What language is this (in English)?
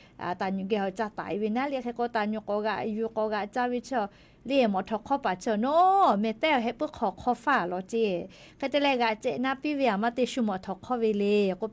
Lahu